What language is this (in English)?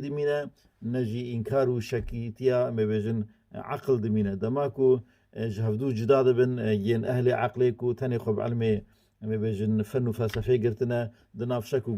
Kurdish